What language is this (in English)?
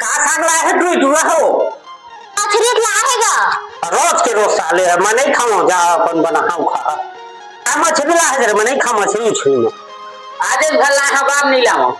Chhattisgarhi